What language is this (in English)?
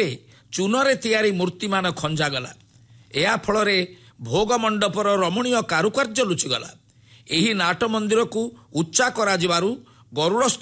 Odia